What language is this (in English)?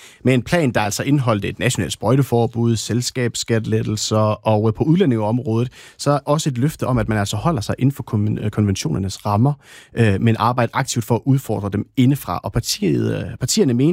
Danish